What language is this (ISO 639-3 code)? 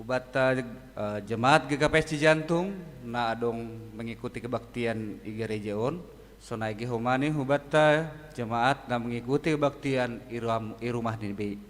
bts